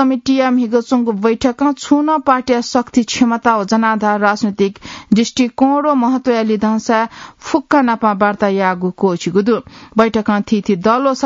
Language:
Newari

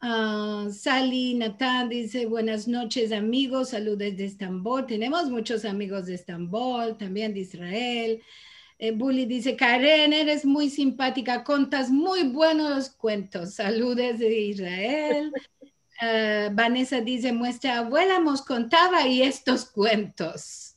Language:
Ladino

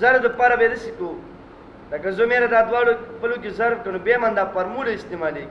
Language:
Pashto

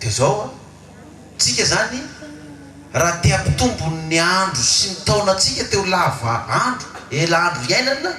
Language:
Malagasy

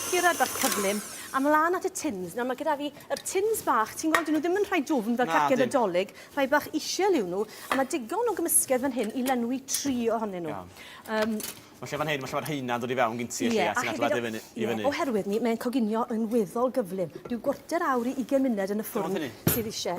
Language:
Welsh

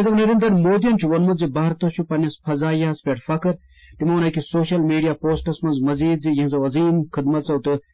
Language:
Kashmiri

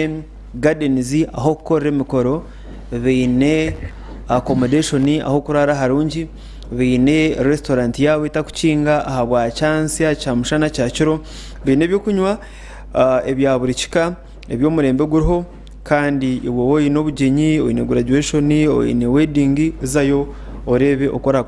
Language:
Nyankole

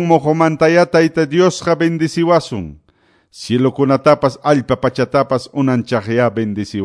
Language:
Quechua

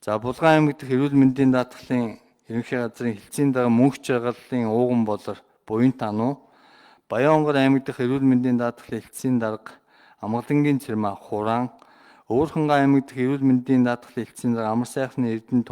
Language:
Mongolian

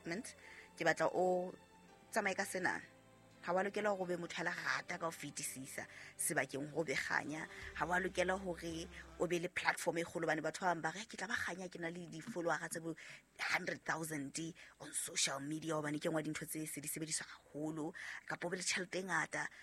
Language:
Southern Sotho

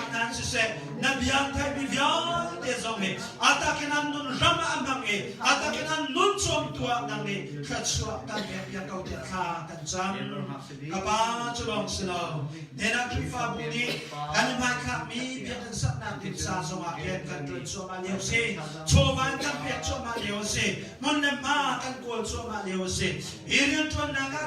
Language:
Hakha Chin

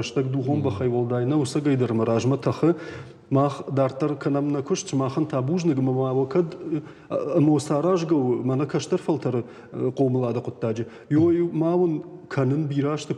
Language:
Ossetic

